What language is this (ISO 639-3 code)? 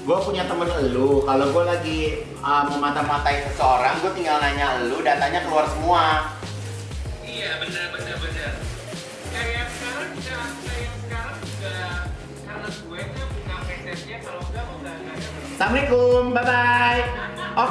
ind